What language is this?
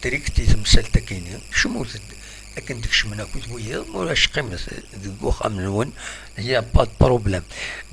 Kabyle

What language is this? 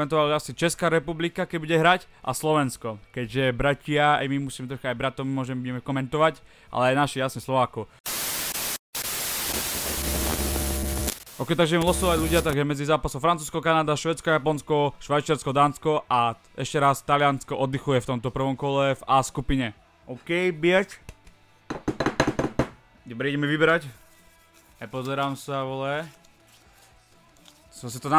Slovak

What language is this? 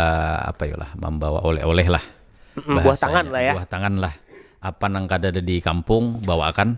Banjar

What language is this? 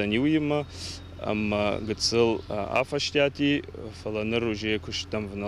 Ossetic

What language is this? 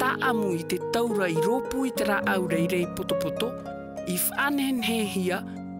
Tahitian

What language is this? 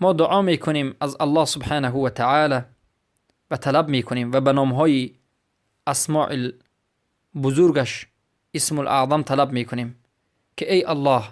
Persian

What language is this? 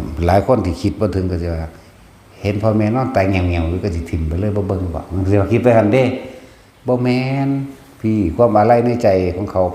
Northeastern Thai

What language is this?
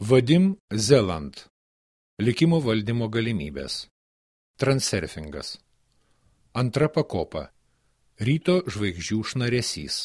Lithuanian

